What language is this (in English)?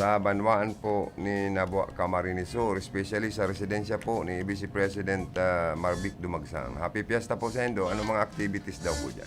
Bikol